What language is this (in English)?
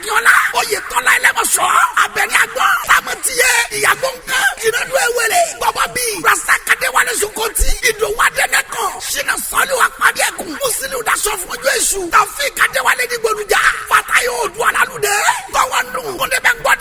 Yoruba